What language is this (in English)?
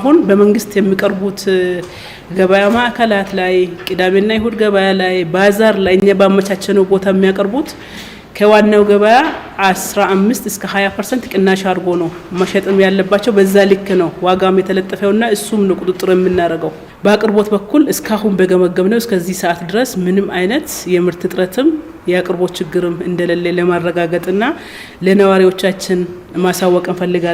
Amharic